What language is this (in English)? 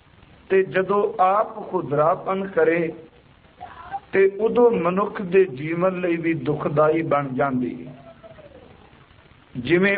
Punjabi